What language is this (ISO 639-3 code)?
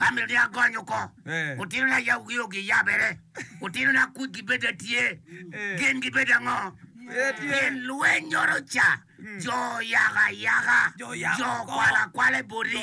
ach